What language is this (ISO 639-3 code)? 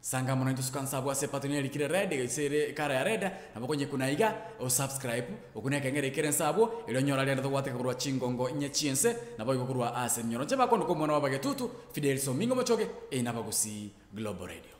guz